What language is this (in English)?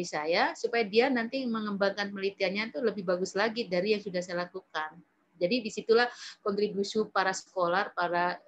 Indonesian